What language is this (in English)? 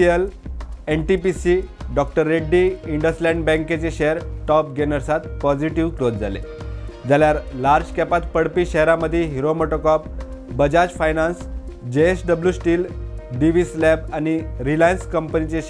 Konkani